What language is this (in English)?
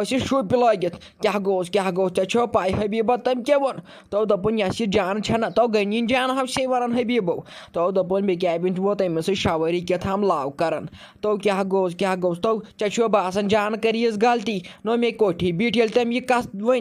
Kashmiri